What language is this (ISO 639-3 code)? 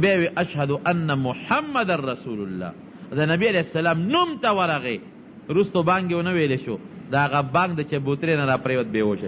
pus